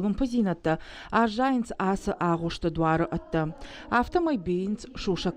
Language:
Ossetic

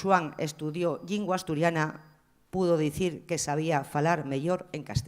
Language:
Asturian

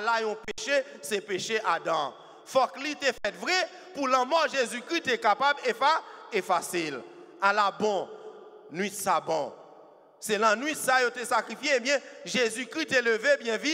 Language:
French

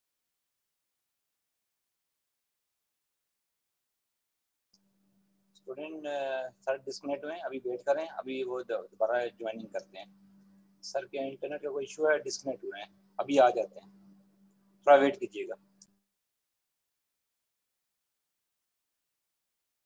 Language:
Urdu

